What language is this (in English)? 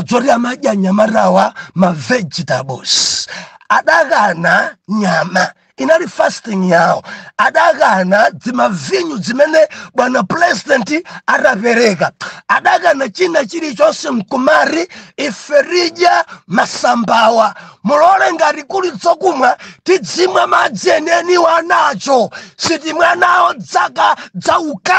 Nyanja